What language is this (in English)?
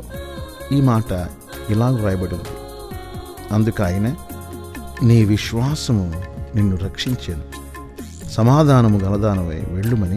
Telugu